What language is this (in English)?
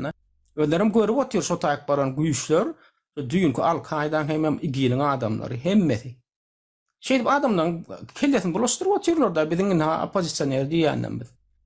Turkmen